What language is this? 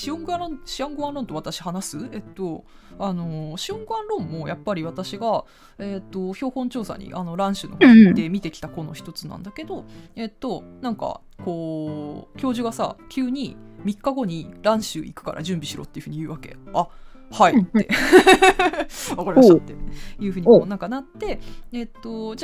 Japanese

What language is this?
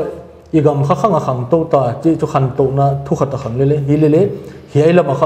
Paite Chin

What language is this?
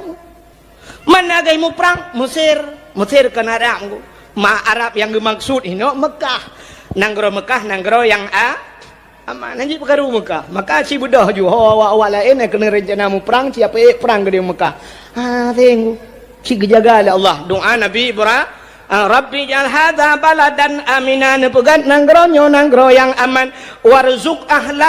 Achinese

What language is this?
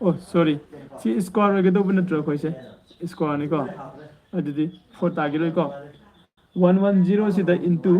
Manipuri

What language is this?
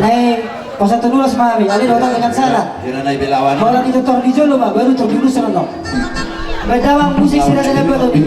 Batak Toba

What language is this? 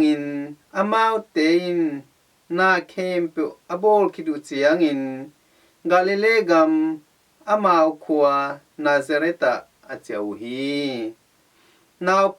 Tedim Chin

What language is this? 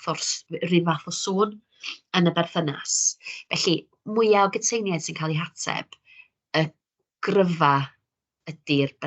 Welsh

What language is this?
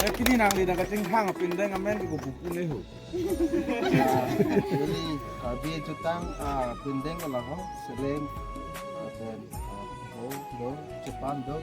Karbi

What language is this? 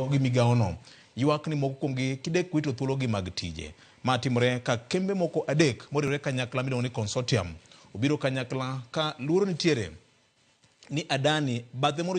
Luo (Kenya and Tanzania)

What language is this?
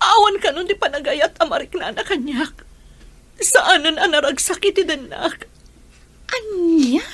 Iloko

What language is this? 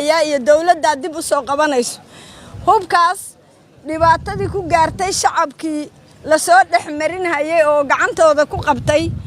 Somali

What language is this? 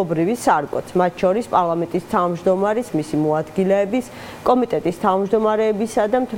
Georgian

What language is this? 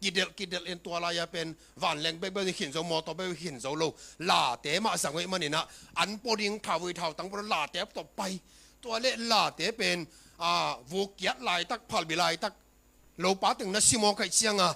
Tedim Chin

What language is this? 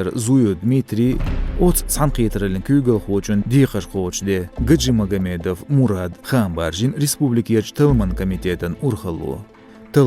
Chechen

